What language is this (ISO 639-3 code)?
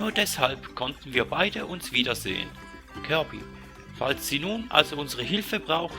gsw